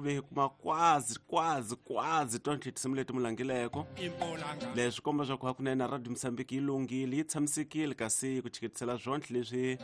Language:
Tsonga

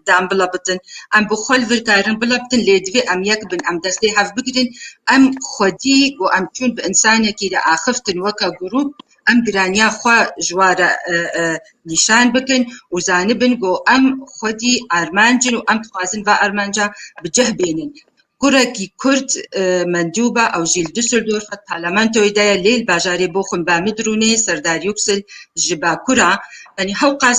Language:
Kurdish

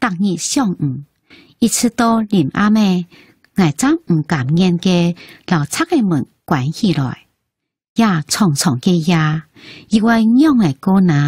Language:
Hakka Chinese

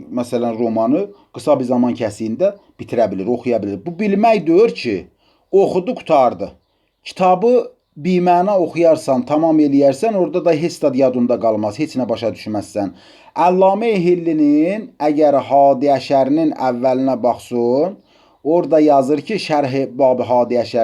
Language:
Azerbaijani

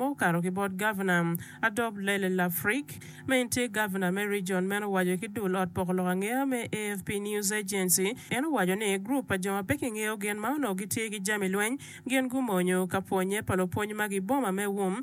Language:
Acoli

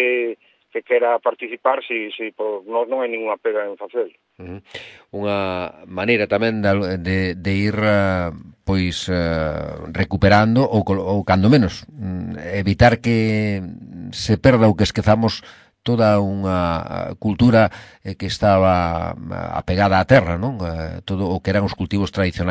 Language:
Galician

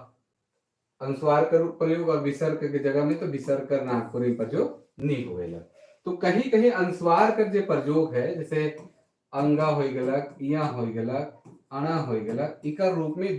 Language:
Sadri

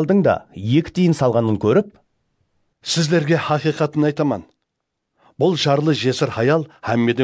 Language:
Kara-Kalpak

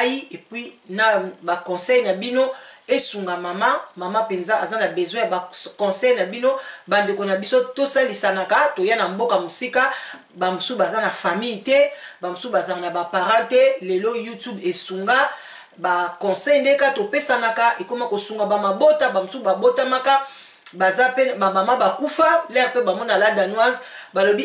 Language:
Lingala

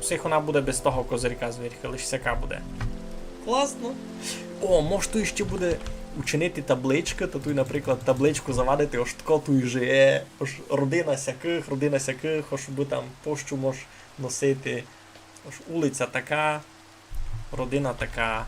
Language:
Rusyn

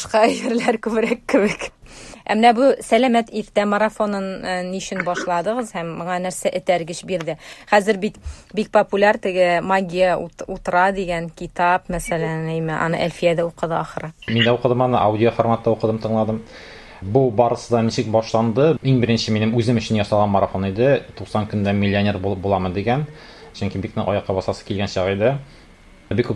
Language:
Tatar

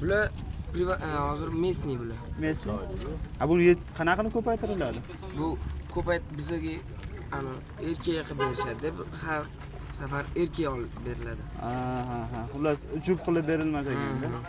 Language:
Uzbek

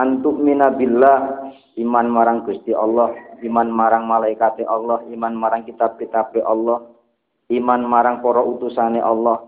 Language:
Javanese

